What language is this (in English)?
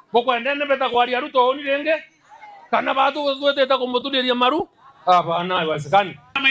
Meru